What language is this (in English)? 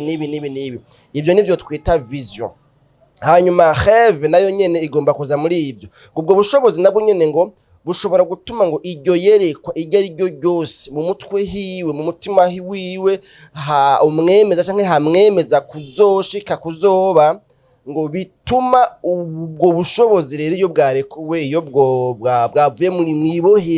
Rundi